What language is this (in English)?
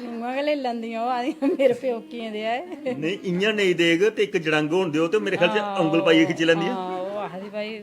Dogri